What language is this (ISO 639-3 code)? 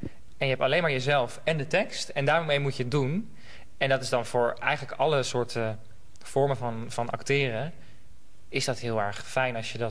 nld